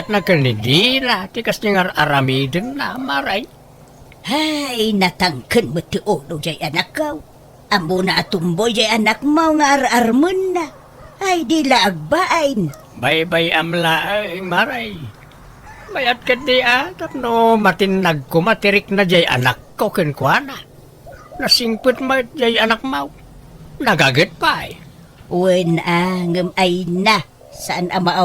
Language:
Iloko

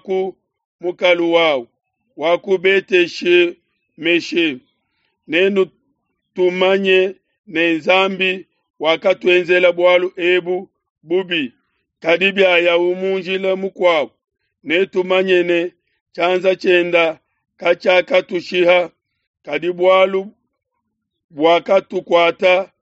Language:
Luba-Lulua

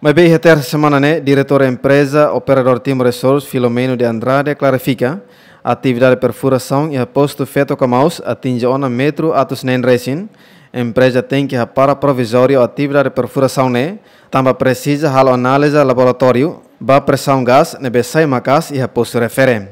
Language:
Tetum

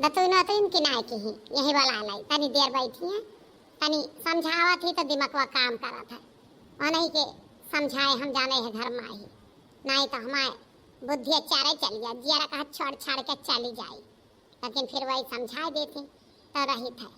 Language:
Awadhi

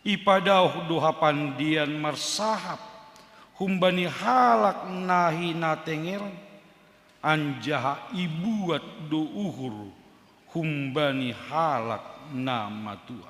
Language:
Batak Simalungun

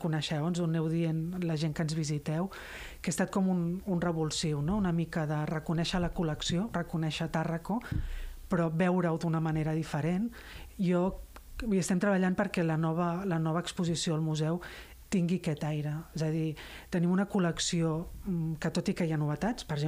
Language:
Catalan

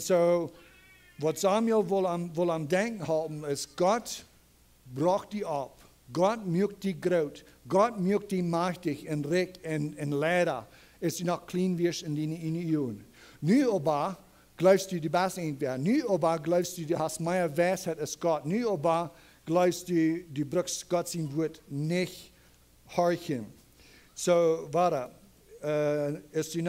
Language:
Plautdietsch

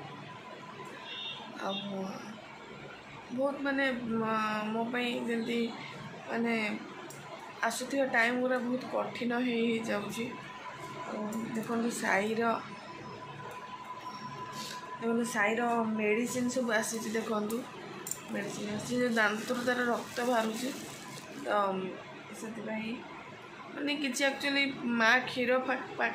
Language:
Odia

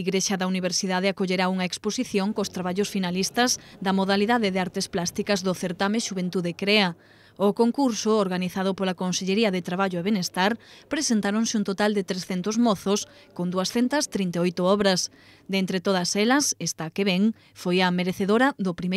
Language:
Galician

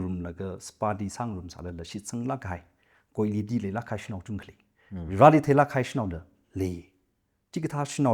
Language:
Tangkhul Naga (India)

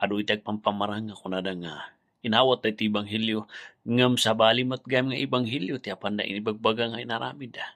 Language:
Iloko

